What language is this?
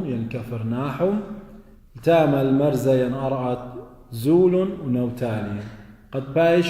Assyrian Neo-Aramaic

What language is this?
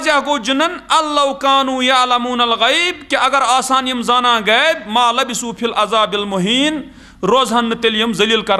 Kashmiri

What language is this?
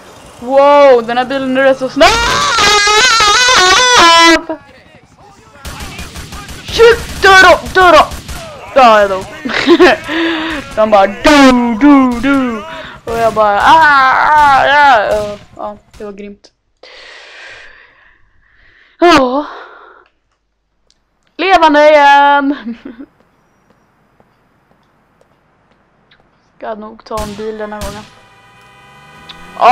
Swedish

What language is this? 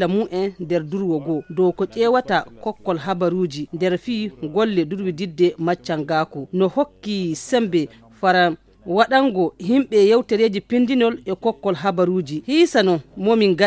Fula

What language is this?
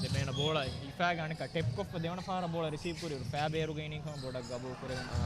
Divehi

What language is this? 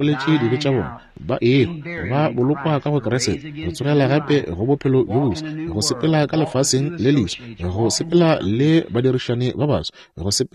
Northern Sotho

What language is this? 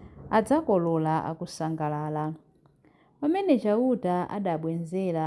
Nyanja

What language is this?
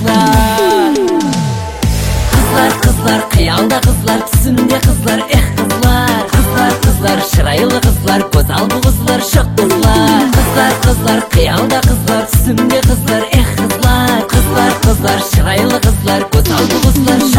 Kazakh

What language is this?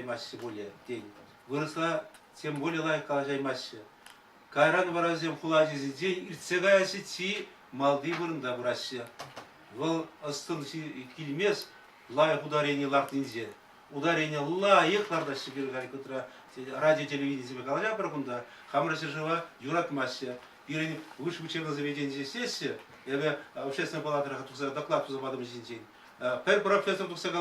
Chuvash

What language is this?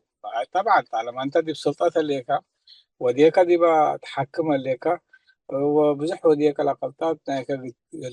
Tigre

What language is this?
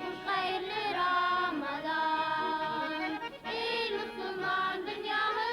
Bashkir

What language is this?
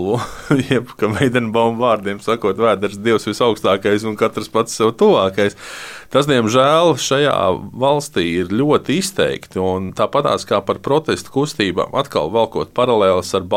Latvian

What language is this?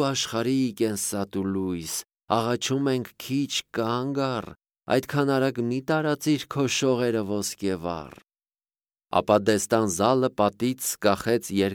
Armenian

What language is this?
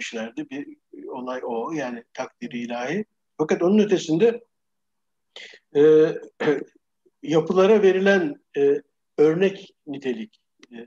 Turkish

